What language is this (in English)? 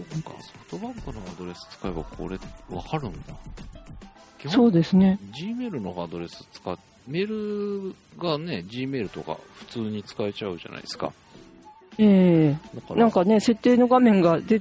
Japanese